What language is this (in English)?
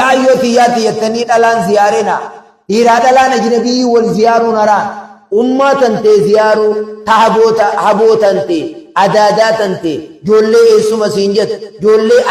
Oromo